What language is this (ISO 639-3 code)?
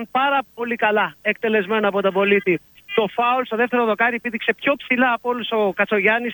ell